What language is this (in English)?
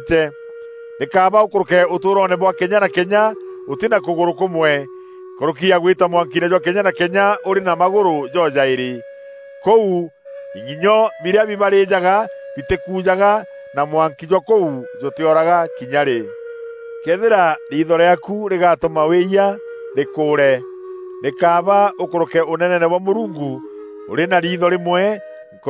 Meru